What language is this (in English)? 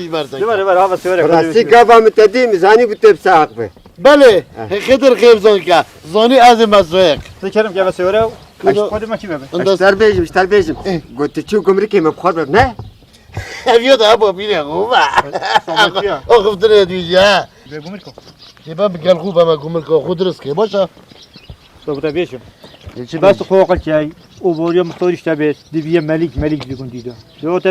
Kurdish